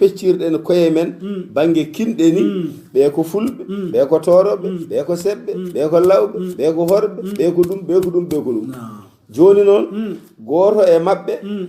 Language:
Fula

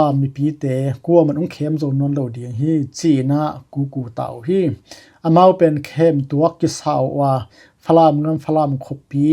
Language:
Tedim Chin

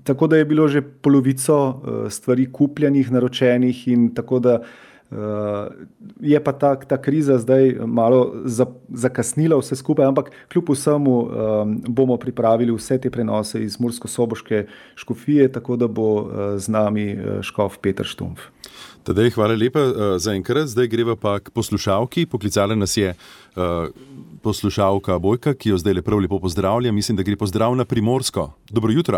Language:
Slovenian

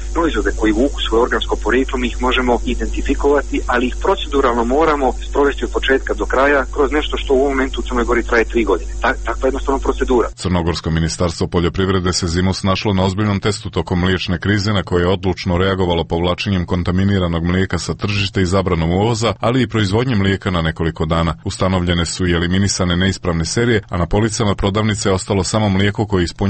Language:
Serbian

